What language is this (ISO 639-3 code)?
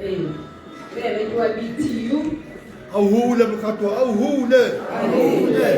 tsn